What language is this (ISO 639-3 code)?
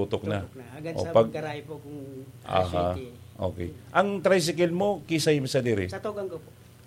bik